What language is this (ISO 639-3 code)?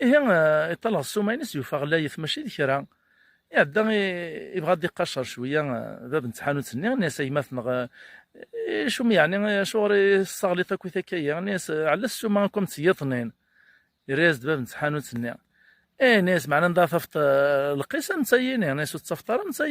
kab